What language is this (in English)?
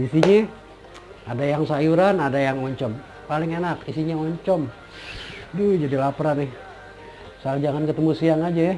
Betawi